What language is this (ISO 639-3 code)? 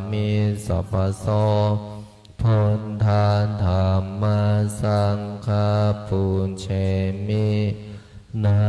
pli